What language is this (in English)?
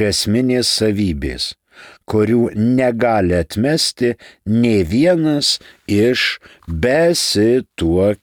Lithuanian